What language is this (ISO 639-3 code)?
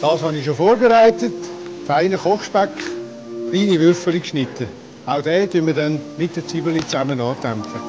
gsw